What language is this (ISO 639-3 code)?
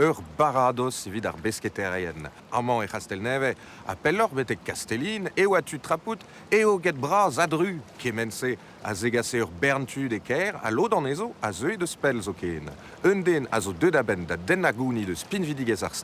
bre